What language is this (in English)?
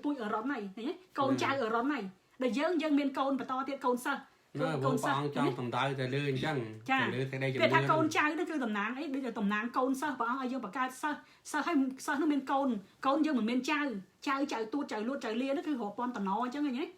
Khmer